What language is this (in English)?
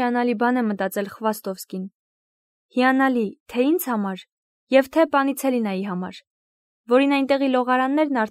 Armenian